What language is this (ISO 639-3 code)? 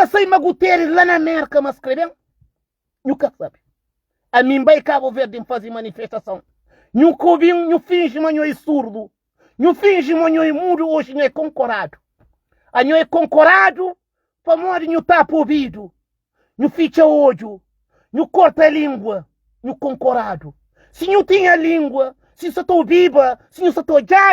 kea